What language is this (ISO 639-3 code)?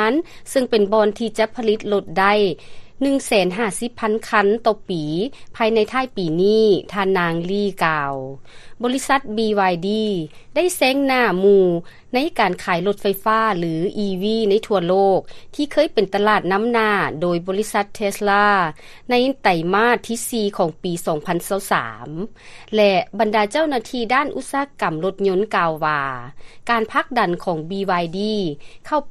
lao